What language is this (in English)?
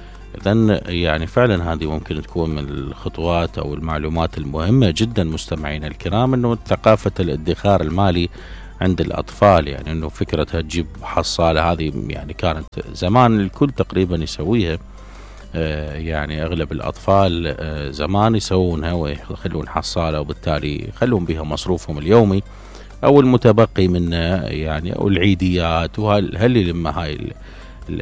Mesopotamian Arabic